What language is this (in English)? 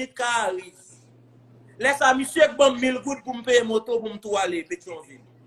Haitian Creole